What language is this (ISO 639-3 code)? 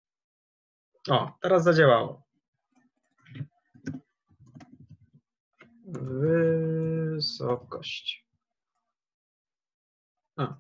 pol